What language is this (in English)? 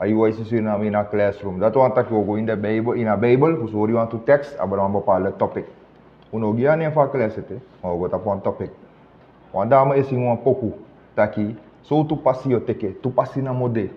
Sranan Tongo